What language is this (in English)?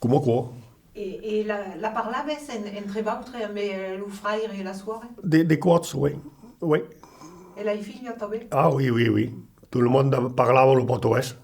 Occitan